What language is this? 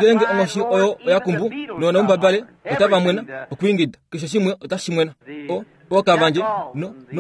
Kuanyama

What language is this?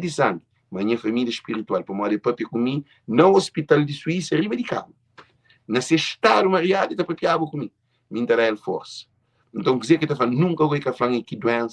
Kabuverdianu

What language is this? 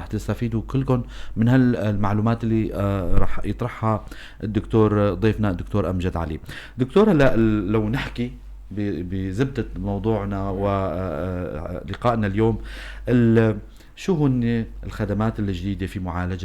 North Levantine Arabic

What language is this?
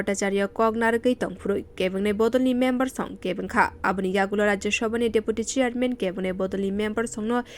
Kok Borok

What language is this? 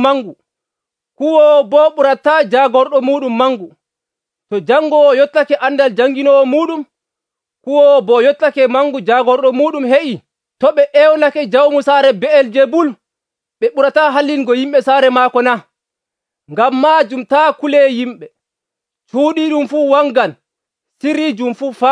Nigerian Fulfulde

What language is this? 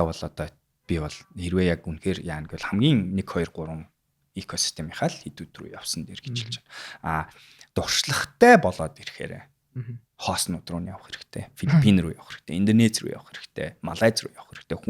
Mongolian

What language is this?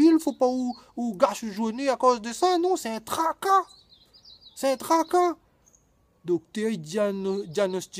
Réunion Creole French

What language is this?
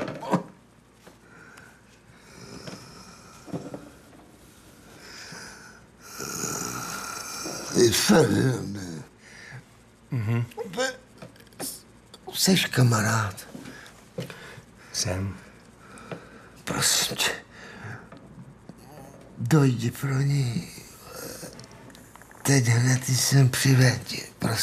Czech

